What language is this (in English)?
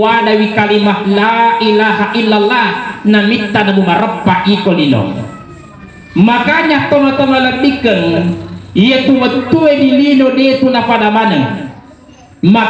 Buginese